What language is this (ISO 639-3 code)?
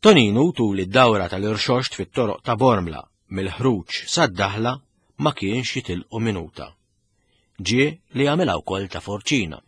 mlt